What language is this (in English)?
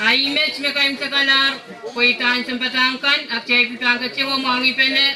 Pohnpeian